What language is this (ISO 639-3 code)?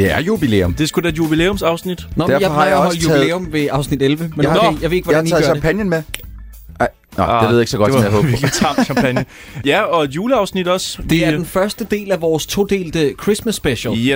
dan